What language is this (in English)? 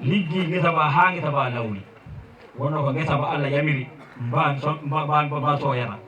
Fula